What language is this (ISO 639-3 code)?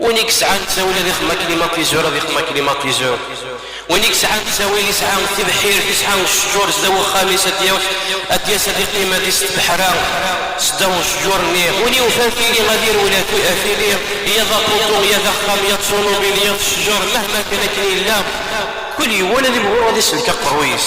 kab